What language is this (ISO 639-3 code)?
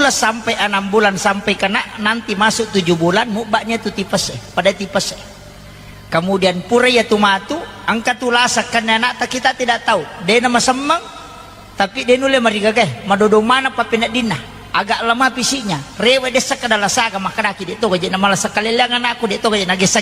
bug